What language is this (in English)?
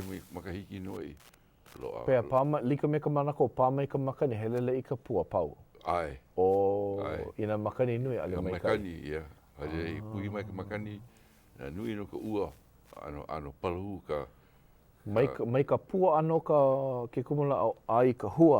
Hawaiian